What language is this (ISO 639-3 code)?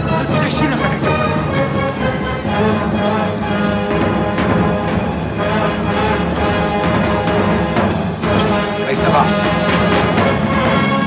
ara